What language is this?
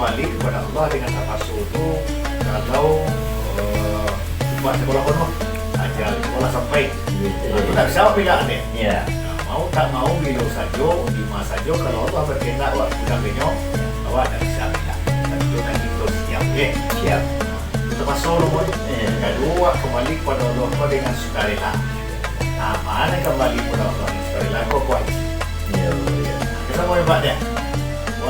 Minangkabau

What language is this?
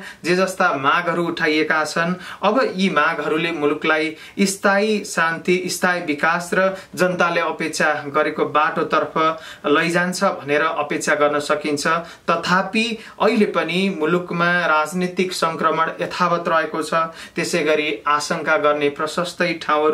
Nepali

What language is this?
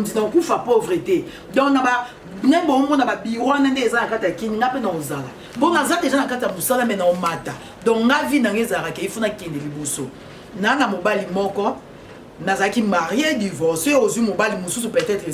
Lingala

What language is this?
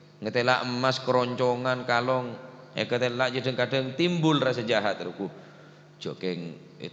Madurese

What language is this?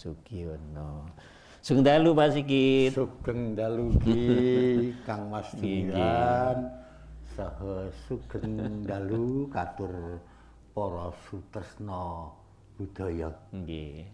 Javanese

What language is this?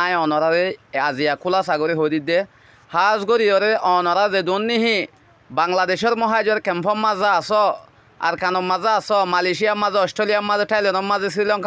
Rohingya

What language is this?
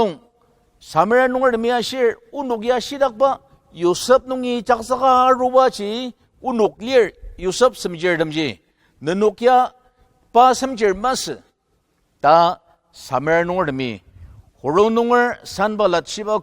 Ao Naga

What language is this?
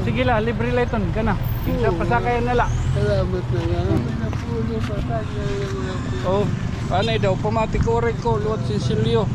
Waray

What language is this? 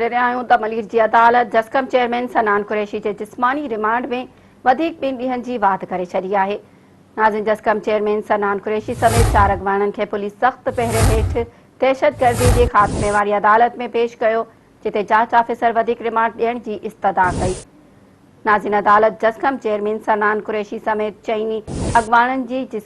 Sindhi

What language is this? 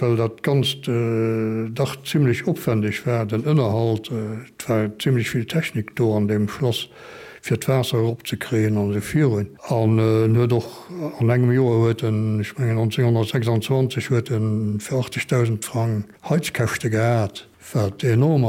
Luxembourgish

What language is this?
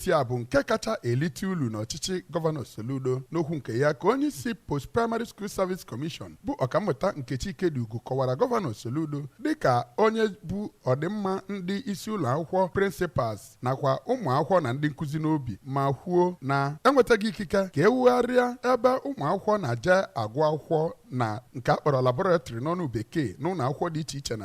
Igbo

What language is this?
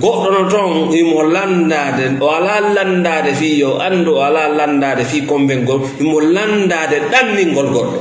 Fula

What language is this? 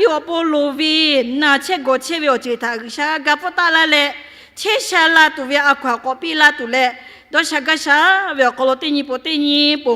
Lahu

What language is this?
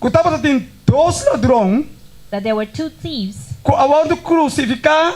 Papiamento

